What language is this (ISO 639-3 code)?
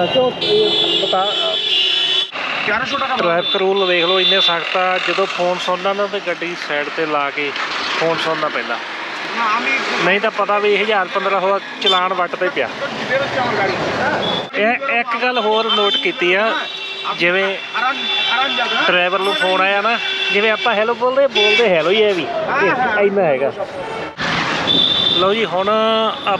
pan